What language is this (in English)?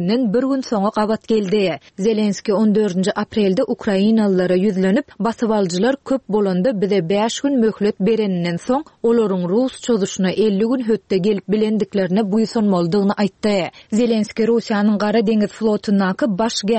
Turkmen